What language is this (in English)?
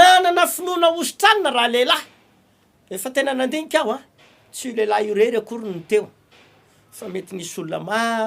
Malagasy